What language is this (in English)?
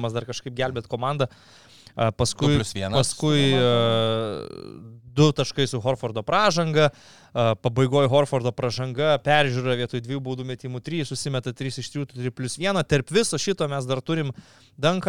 Lithuanian